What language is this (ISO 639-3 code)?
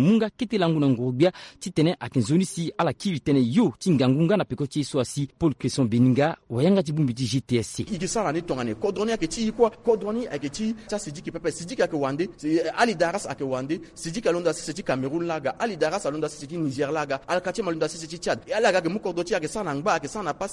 sag